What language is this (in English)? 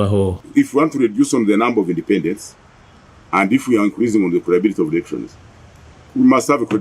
Nyankole